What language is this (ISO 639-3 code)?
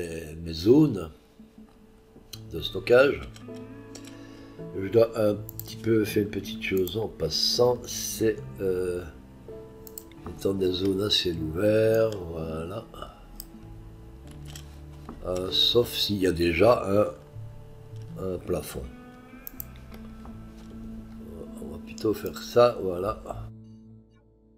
fra